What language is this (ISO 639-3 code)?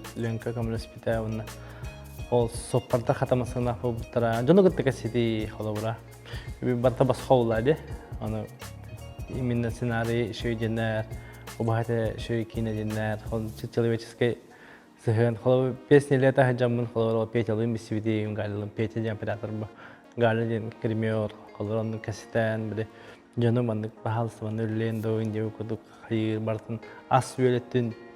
sah